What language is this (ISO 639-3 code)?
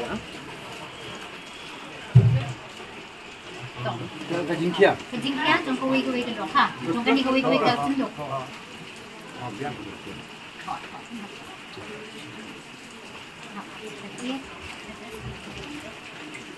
msa